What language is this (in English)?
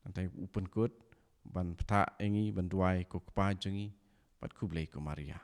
Khasi